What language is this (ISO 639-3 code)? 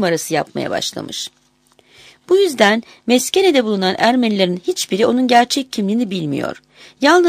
tur